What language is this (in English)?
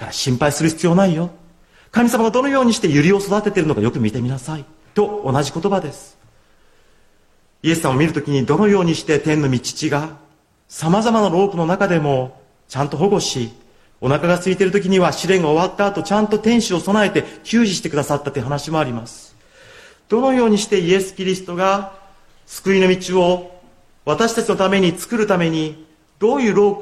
Japanese